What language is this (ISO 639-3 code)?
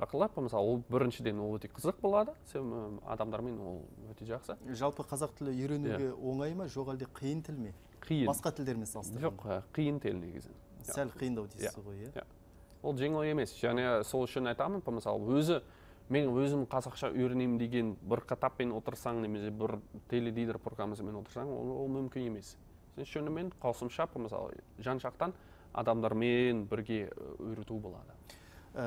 kaz